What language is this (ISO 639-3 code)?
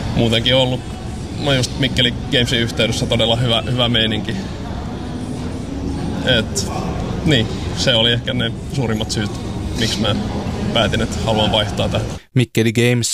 fin